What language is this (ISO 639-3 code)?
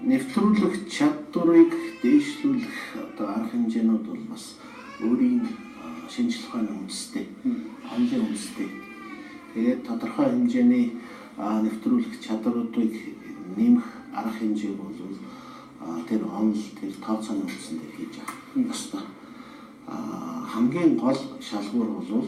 mon